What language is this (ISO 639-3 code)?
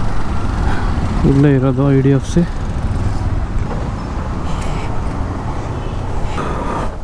kan